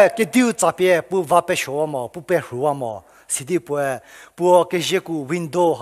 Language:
Angami Naga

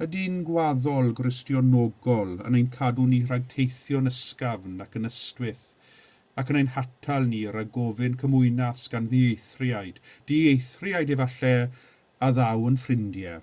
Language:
Welsh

